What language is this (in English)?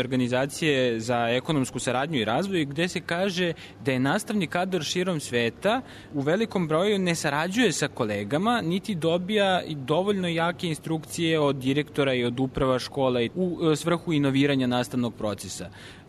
Serbian